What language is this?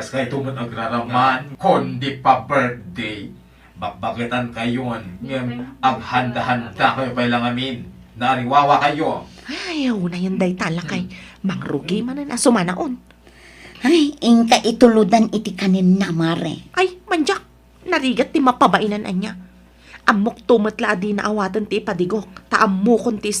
Iloko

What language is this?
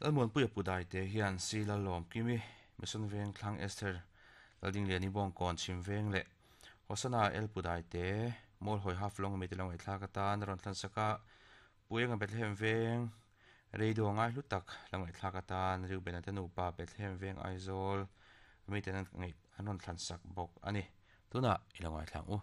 Mizo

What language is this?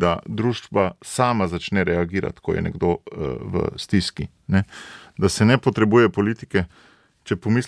Slovenian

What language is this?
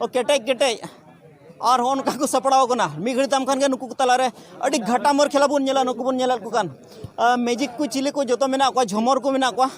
Santali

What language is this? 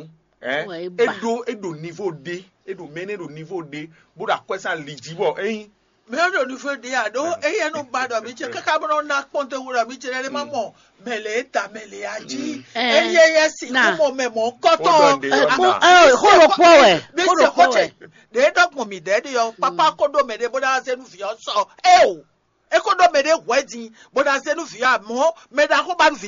Fon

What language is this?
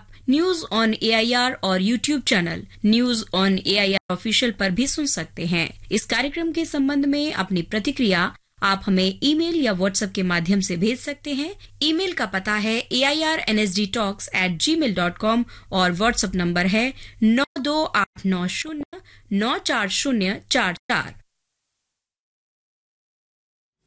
Hindi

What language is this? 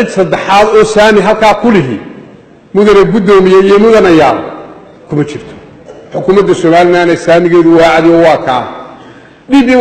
Somali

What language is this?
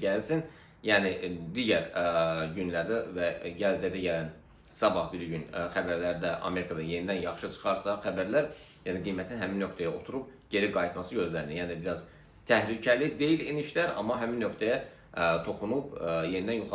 Azerbaijani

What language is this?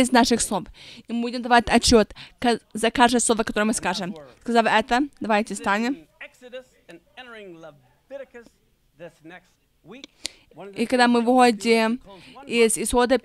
Russian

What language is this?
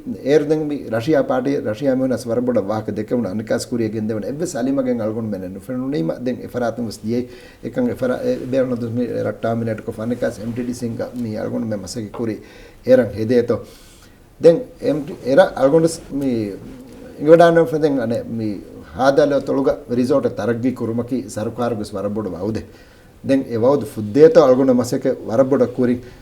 Divehi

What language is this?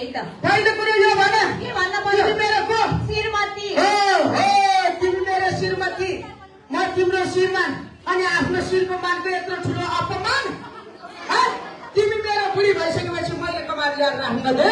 Nepali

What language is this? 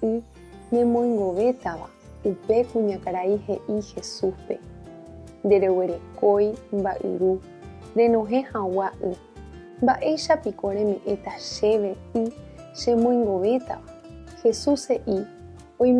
Guarani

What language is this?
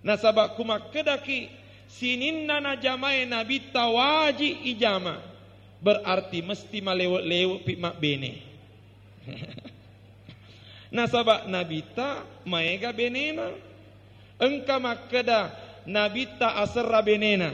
Buginese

